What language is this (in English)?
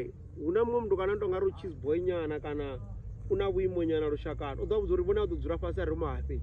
Venda